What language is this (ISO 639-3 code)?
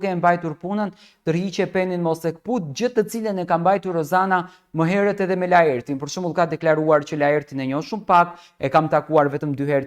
sqi